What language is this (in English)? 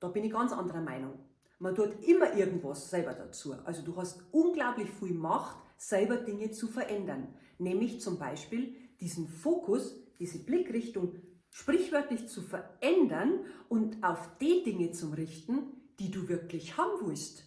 Bavarian